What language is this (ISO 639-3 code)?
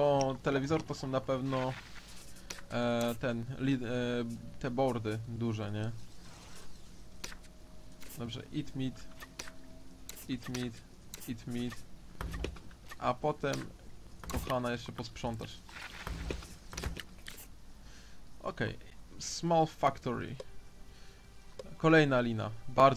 pol